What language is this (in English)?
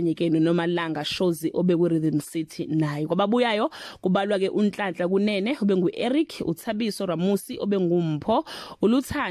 Zulu